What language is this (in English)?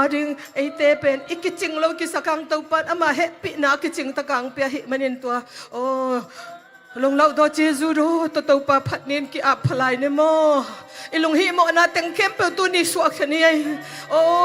Tedim Chin